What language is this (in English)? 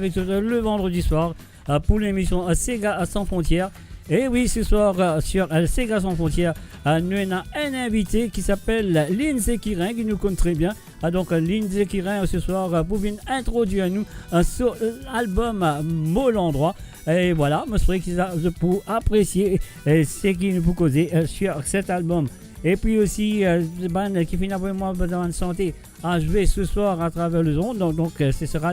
Morisyen